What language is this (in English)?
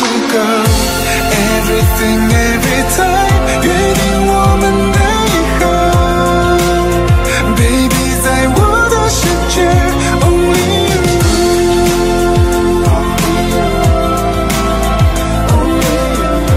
Chinese